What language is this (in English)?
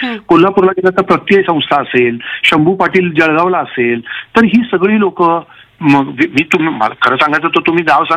Marathi